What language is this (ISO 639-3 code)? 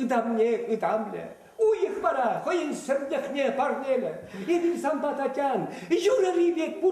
chv